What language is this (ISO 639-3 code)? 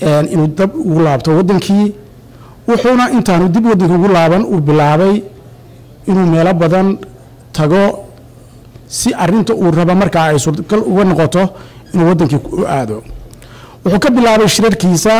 som